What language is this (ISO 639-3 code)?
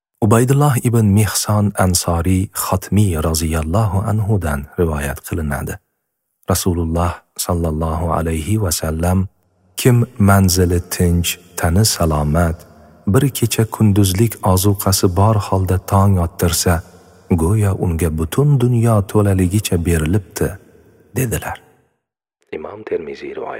uzb